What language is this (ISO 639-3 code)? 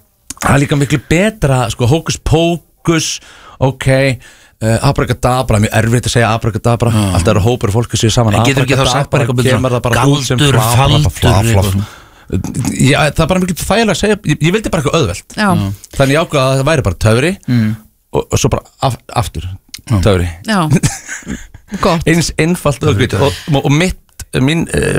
isl